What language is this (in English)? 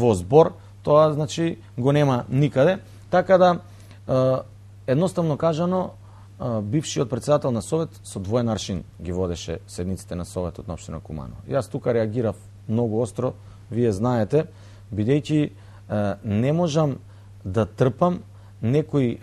Macedonian